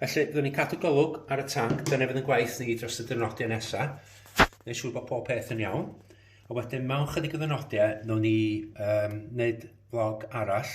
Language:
Welsh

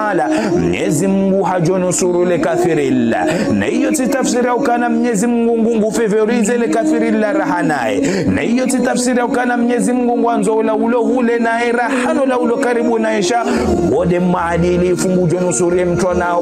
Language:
Ngazidja Comorian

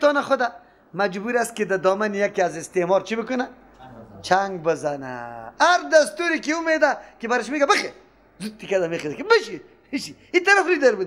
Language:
Persian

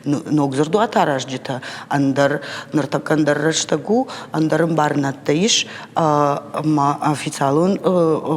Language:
Ossetic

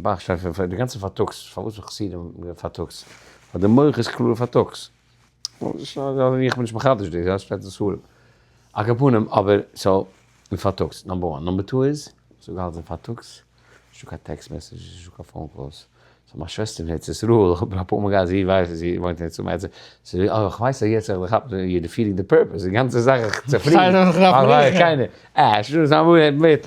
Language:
Yiddish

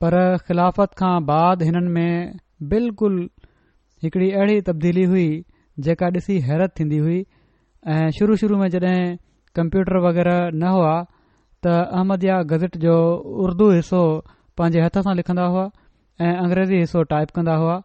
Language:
Sindhi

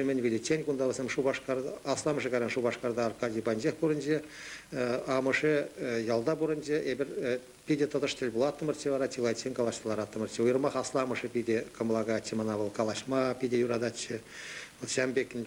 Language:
Chuvash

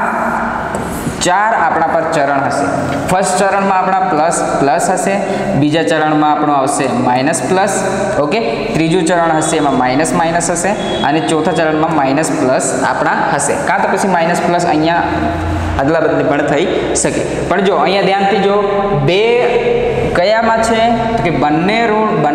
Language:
Gujarati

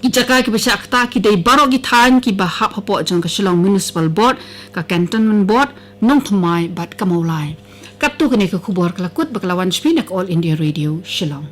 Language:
Khasi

